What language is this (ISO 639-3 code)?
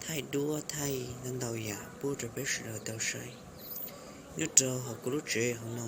hmn